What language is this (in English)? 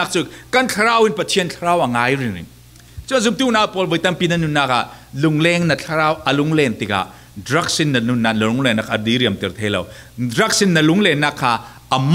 Falam Chin